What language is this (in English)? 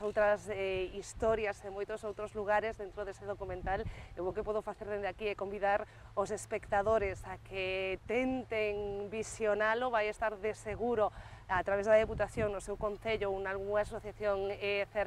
Galician